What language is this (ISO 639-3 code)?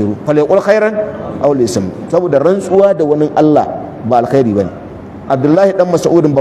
hau